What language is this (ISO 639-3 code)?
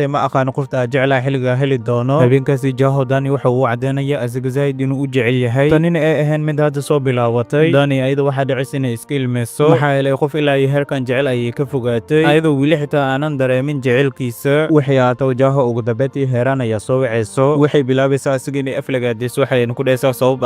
som